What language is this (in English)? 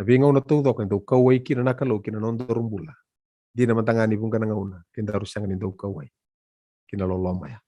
Fijian